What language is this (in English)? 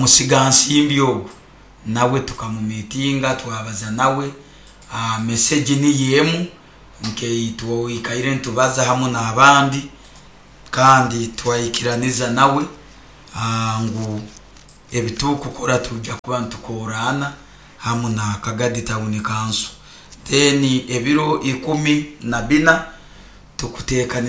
Nyoro